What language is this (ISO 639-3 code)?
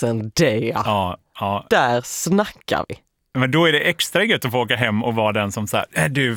swe